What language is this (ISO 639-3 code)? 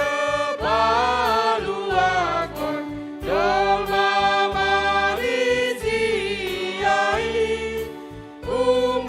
bts